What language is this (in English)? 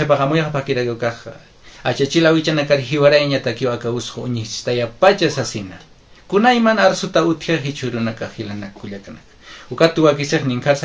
Aymara